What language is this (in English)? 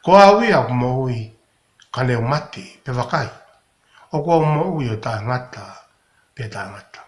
Tongan